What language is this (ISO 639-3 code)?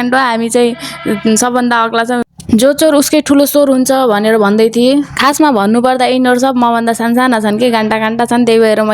nep